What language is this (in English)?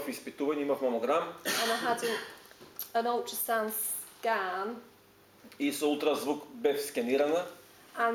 Macedonian